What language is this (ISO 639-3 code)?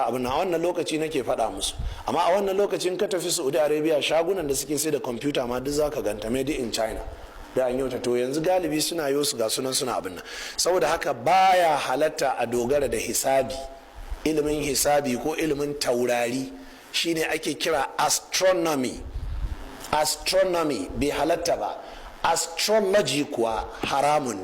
hau